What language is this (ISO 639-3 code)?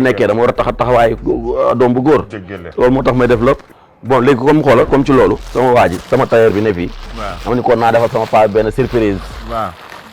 wol